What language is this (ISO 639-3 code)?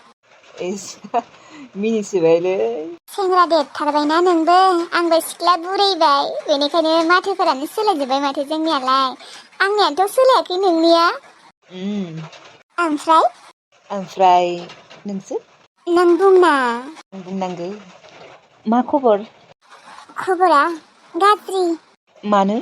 brx